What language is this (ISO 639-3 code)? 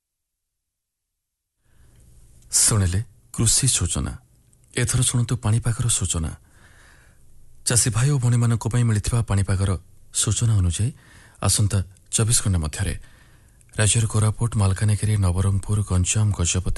ori